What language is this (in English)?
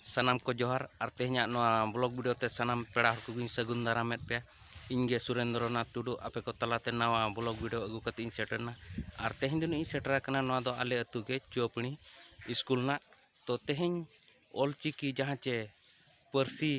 Santali